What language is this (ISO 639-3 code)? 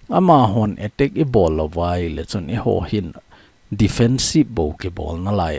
tcz